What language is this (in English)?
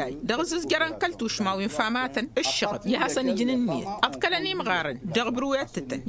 Tamasheq